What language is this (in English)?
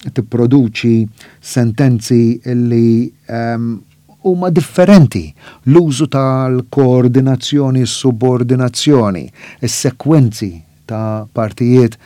Maltese